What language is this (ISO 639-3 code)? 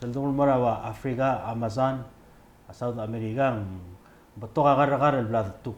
pau